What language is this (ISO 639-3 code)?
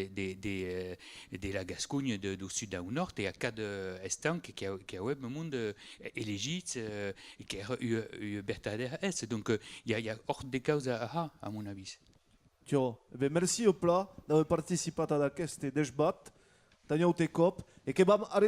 oci